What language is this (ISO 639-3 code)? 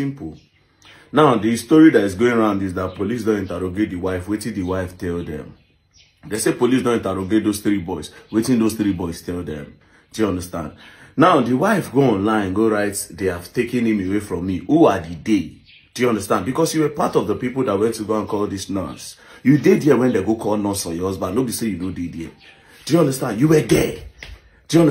pcm